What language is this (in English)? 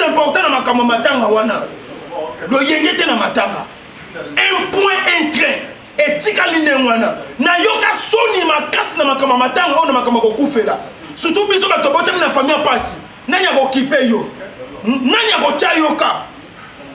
Lingala